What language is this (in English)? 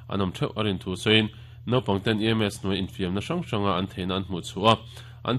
Mizo